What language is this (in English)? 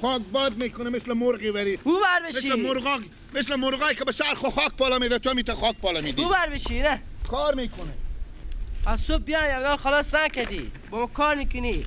Persian